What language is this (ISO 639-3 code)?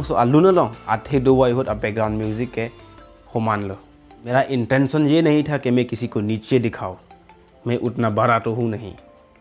mjw